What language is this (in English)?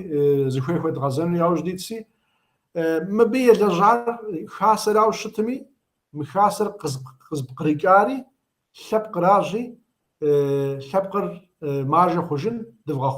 Kabardian